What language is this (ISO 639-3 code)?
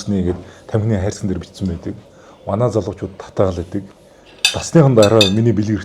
mon